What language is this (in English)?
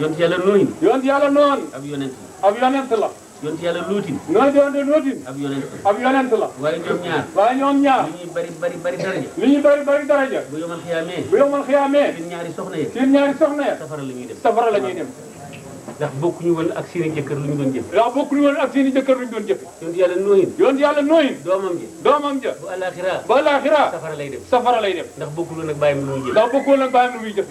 Wolof